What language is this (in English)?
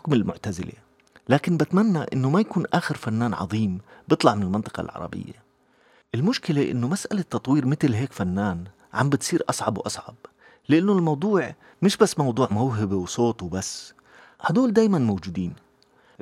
North Levantine Arabic